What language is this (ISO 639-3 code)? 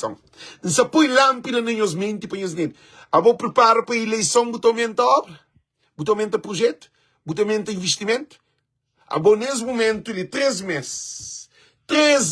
kea